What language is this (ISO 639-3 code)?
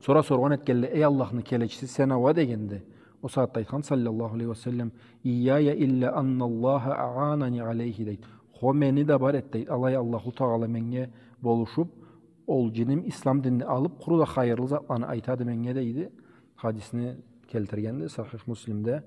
krc